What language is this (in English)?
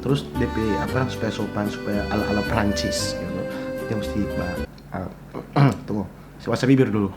Manado Malay